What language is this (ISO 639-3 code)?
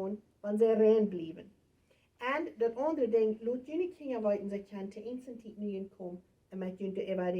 pdt